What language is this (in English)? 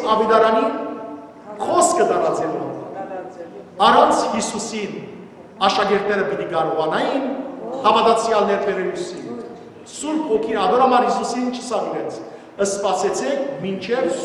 Western Armenian